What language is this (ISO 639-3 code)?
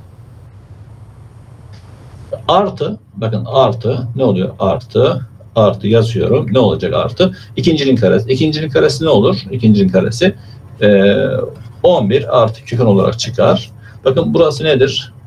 tur